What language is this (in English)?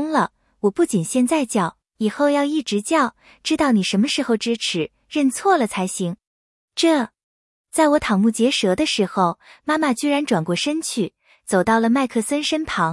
Chinese